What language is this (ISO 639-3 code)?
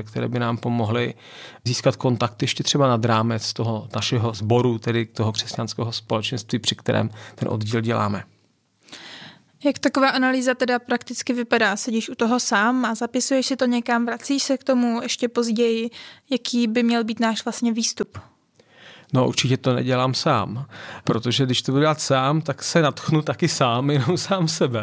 ces